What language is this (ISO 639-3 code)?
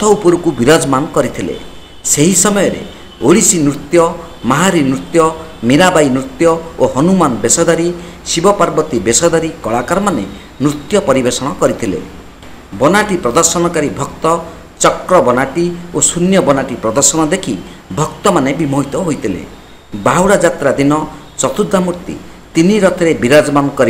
ori